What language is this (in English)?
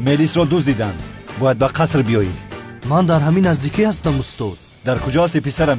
Tajik